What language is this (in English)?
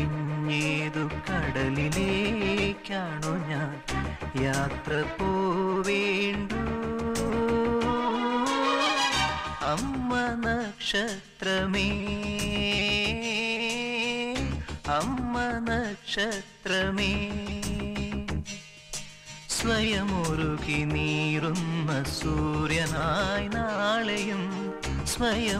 Malayalam